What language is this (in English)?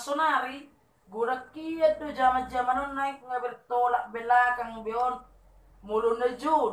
Batak Toba